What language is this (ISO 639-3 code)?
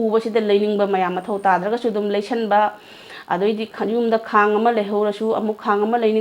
mni